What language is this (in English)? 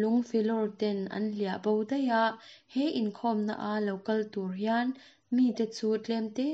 Mizo